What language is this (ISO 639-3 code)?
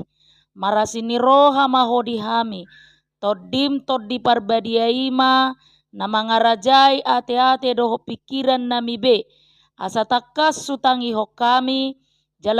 bbc